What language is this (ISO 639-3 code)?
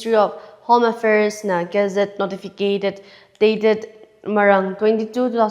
nmf